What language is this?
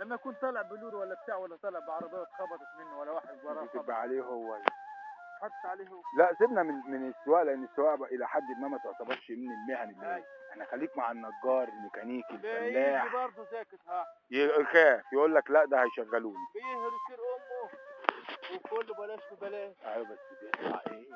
Egyptian Arabic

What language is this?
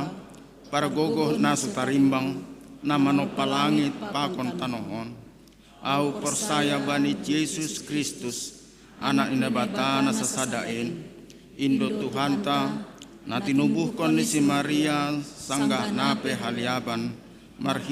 Batak Simalungun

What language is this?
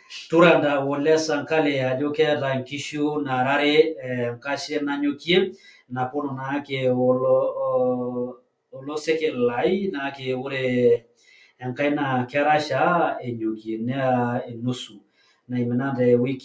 Masai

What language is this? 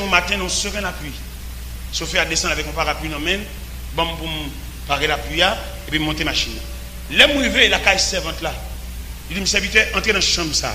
Haitian Creole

